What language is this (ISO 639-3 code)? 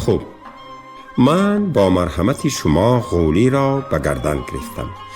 tgk